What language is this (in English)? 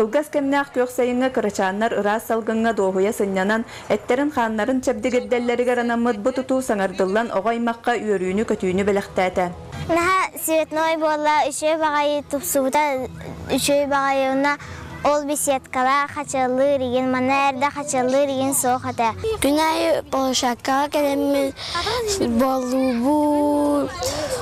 Yakut